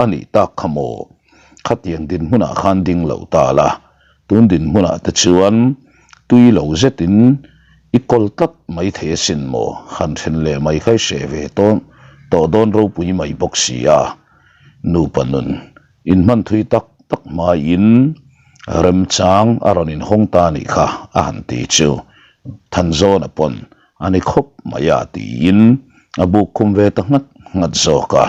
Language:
Mizo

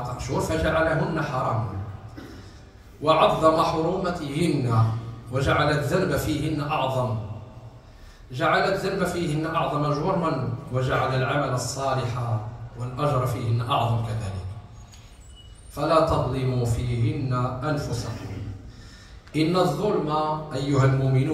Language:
Arabic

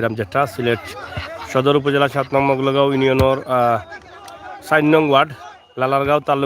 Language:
Sylheti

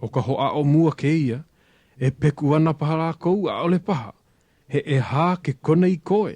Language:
Hawaiian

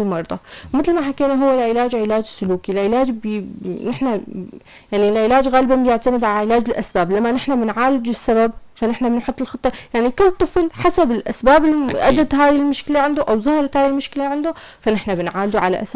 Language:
North Levantine Arabic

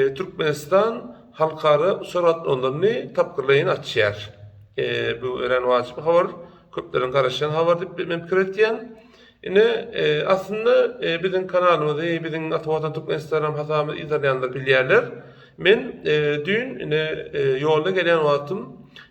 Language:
Turkmen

